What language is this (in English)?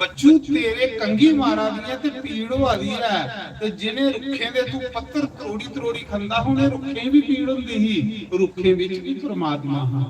Dogri